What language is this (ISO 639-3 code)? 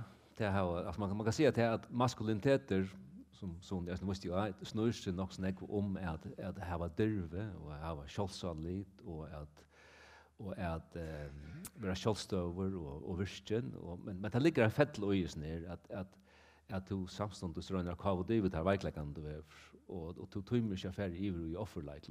fao